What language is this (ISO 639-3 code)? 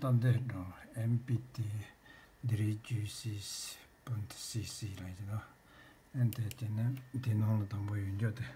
bod